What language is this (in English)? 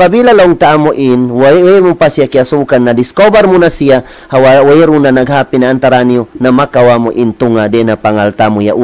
Tausug